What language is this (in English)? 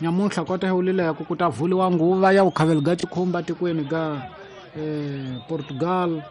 Tsonga